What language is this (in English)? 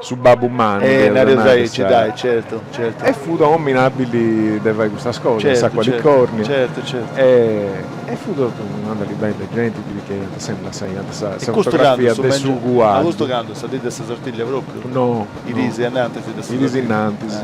Sardinian